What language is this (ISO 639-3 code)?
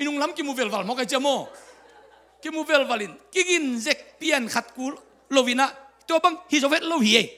ctd